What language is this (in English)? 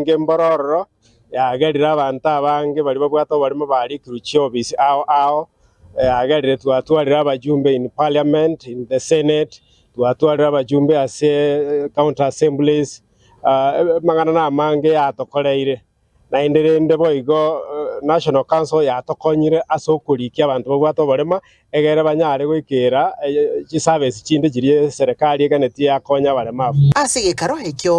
Gusii